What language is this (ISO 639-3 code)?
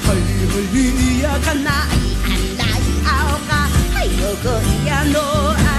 haw